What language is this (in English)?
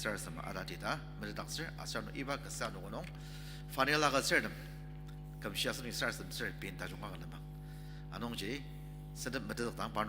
Ao Naga